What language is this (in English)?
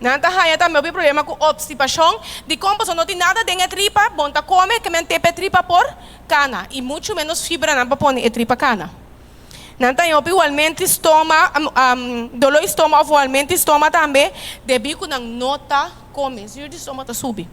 Papiamento